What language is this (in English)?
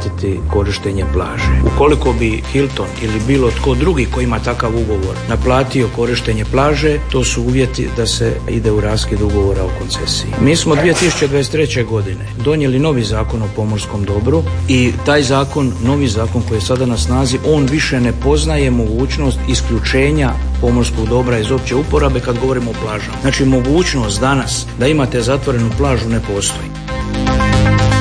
Croatian